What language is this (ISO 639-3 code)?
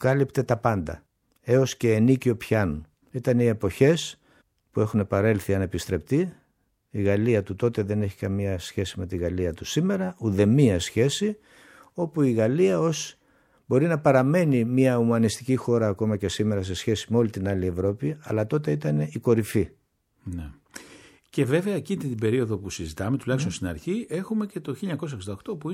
ell